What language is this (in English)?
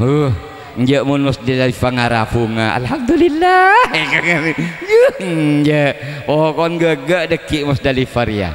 Madurese